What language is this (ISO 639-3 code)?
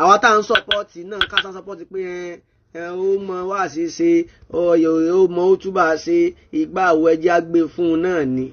yor